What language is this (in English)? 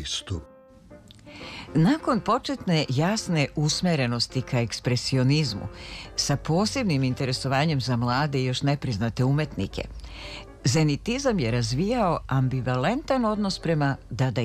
Serbian